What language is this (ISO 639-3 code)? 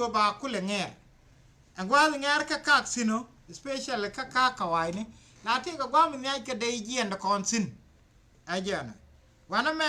nus